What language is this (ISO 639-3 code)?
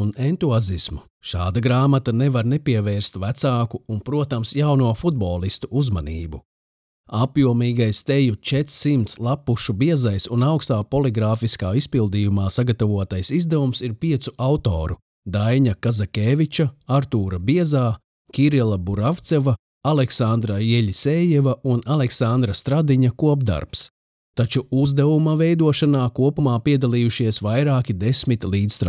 lav